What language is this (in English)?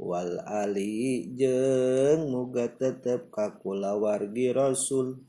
Sundanese